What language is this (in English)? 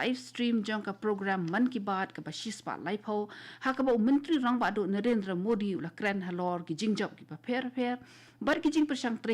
Khasi